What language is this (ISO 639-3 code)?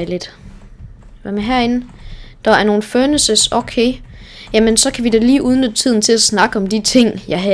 dan